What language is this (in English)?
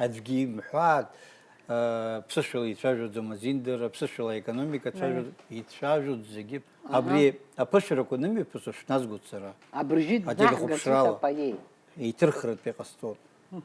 Abkhazian